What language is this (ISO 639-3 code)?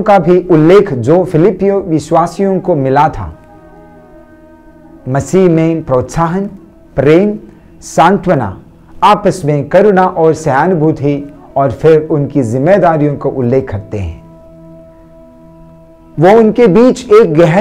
hin